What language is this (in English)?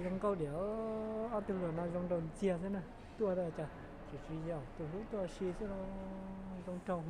Hmong